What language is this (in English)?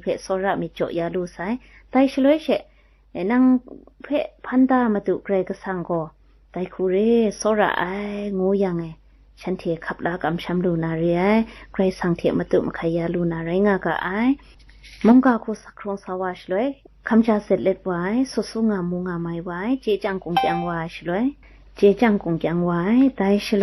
Kachin